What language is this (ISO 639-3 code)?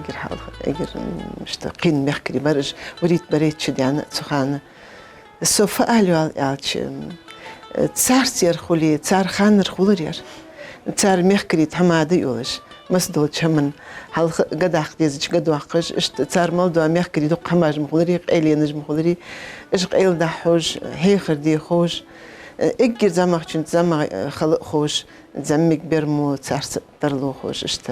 inh